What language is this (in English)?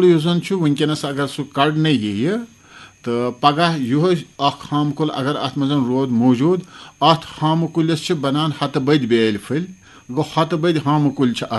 Kashmiri